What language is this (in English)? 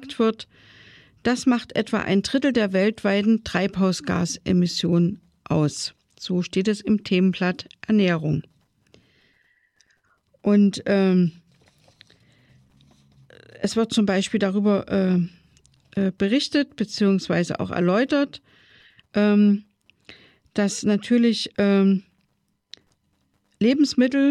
German